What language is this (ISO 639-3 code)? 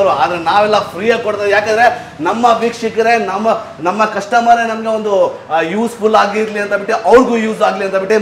kan